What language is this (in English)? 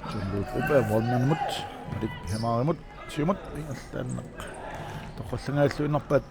Kalaallisut